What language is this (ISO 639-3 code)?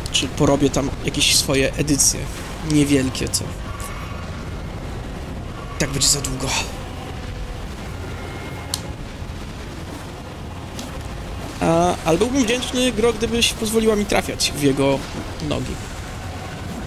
pol